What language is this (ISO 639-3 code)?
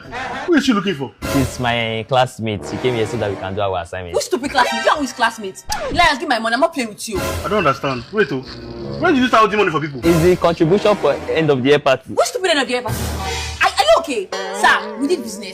pcm